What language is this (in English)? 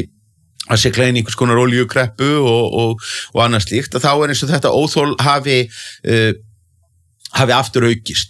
Icelandic